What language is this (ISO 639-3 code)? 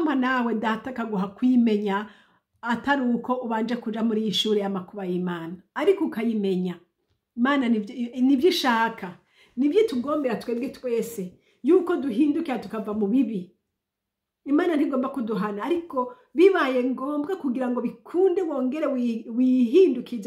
run